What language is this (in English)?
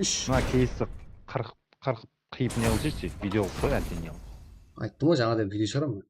Kara-Kalpak